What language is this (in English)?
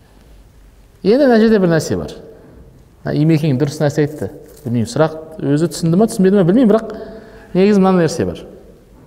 Kazakh